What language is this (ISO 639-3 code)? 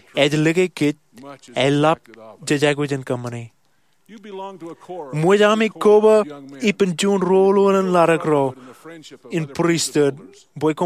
mah